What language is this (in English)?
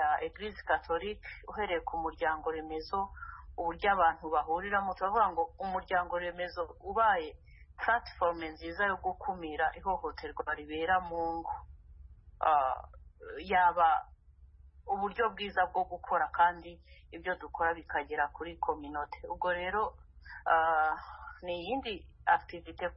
Kinyarwanda